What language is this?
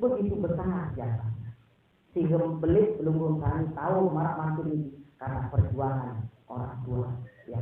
Sasak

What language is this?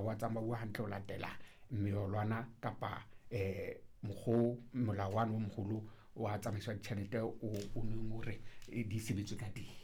Southern Sotho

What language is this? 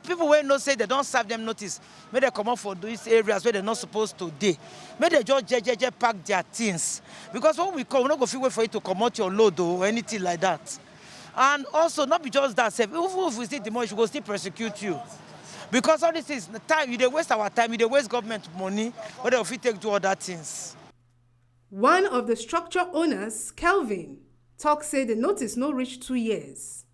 Nigerian Pidgin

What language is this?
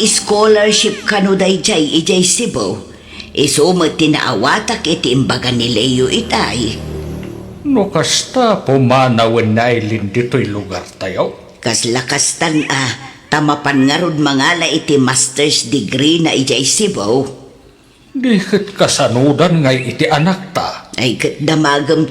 Iloko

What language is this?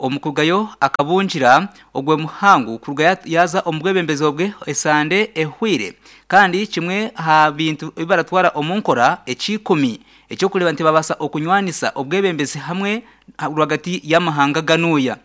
Nyankole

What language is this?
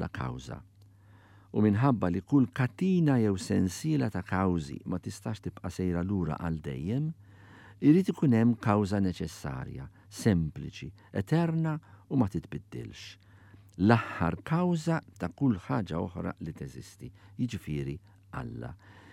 Maltese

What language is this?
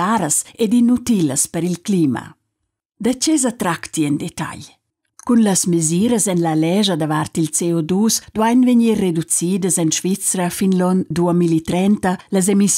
Romansh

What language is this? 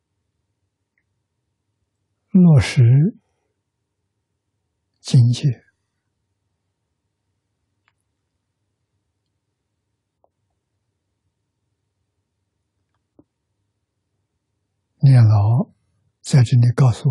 Chinese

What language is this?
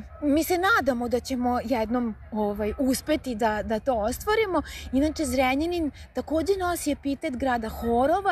Serbian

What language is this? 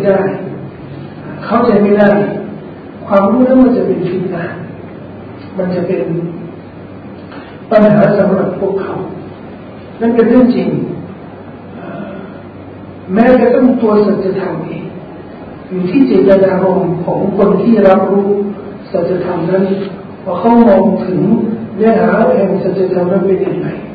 Thai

